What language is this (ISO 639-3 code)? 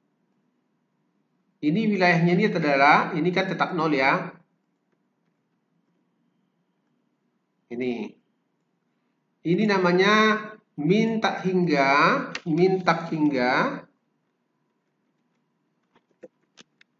ind